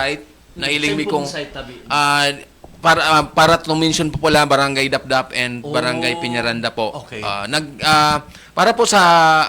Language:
Bikol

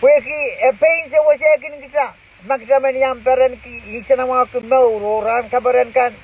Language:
Pohnpeian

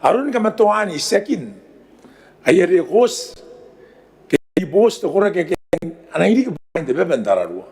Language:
Gilbertese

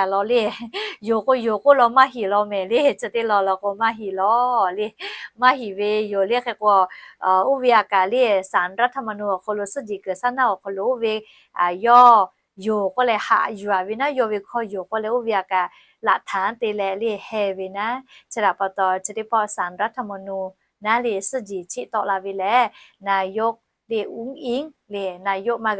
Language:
Lahu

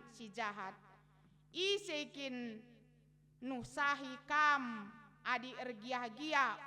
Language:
Batak Karo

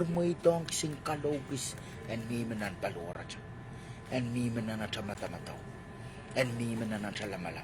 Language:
Pohnpeian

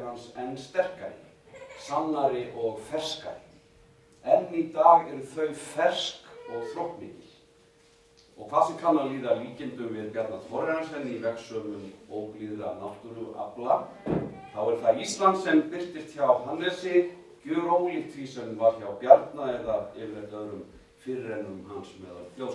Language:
Icelandic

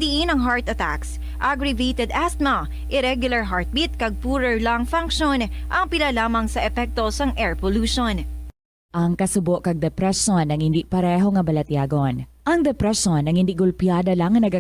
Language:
Hiligaynon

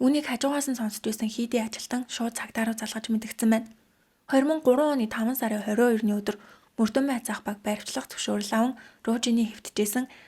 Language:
Mongolian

